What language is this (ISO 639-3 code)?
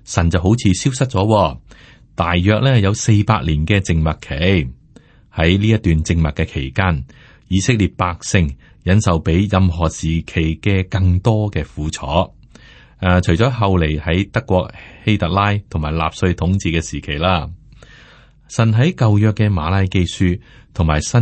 yue